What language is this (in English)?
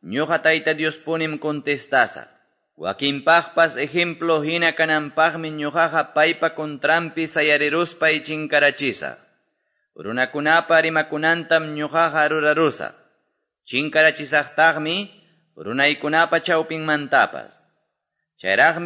Quechua